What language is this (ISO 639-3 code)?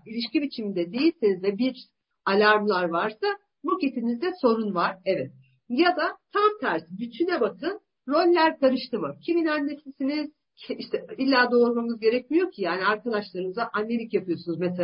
tur